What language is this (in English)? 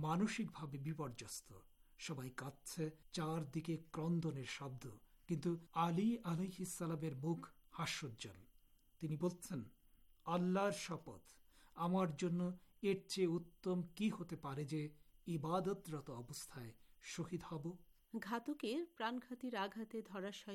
Bangla